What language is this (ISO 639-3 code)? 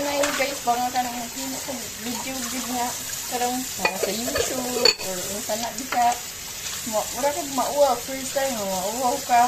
ceb